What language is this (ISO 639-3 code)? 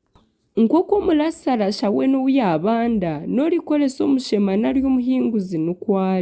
nyn